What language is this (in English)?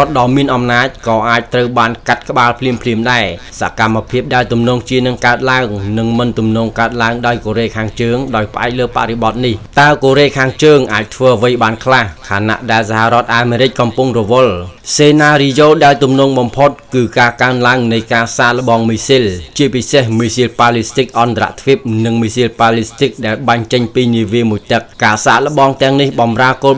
Khmer